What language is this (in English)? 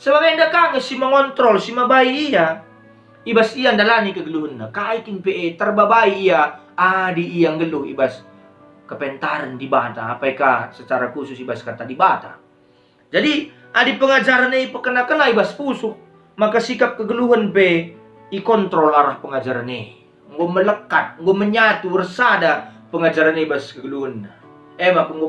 Batak Karo